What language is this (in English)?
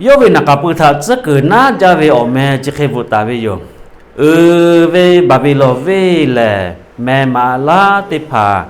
Lahu